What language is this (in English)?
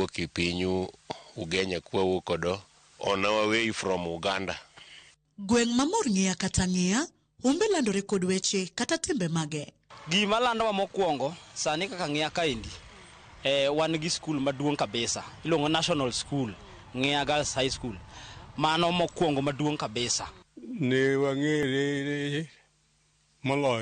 Luo (Kenya and Tanzania)